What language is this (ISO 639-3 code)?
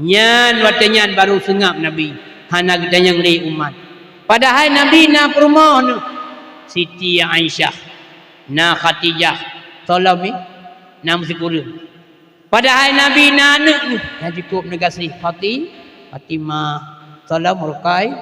ace